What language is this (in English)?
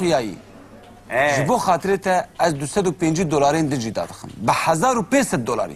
Kurdish